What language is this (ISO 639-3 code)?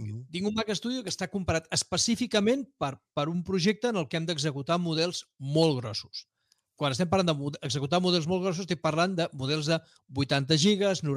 cat